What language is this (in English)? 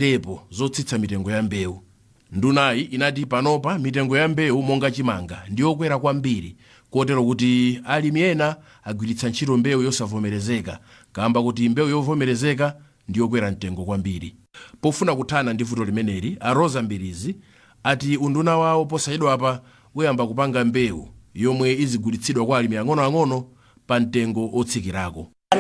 Nyanja